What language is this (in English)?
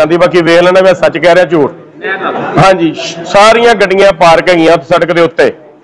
Punjabi